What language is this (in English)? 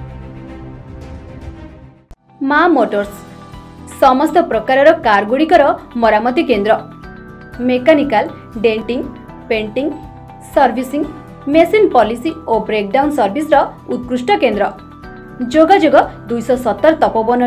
Odia